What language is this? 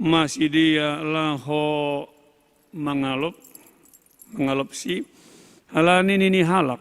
Batak Simalungun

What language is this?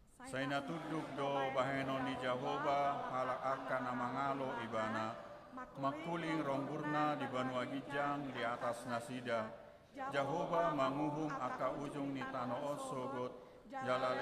Batak Toba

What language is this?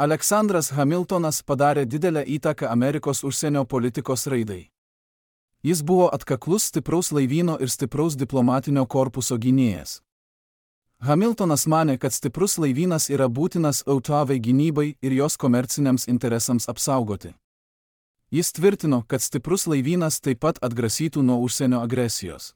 Lithuanian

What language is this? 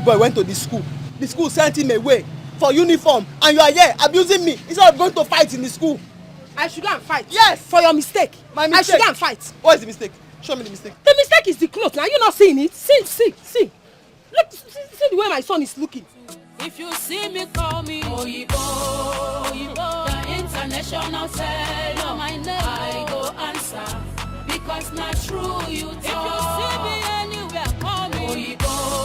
Nigerian Pidgin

